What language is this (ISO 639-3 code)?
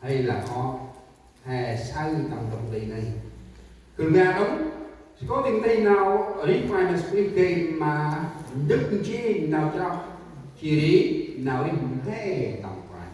cmo